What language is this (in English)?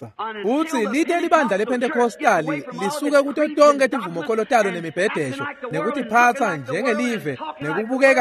Swati